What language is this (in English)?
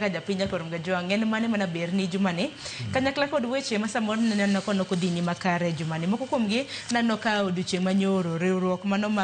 Luo (Kenya and Tanzania)